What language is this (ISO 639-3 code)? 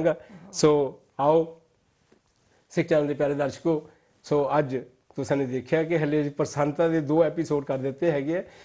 pan